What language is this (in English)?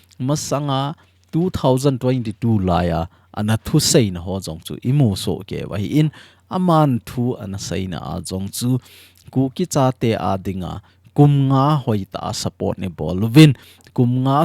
Thado Chin